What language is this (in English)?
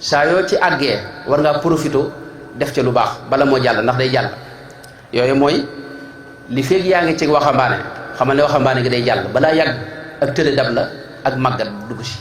Wolof